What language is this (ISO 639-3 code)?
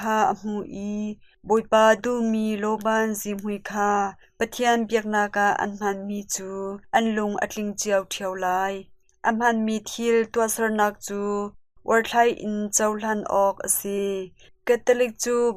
cnh